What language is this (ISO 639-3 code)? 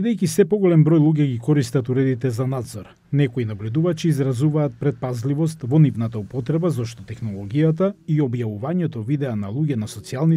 mkd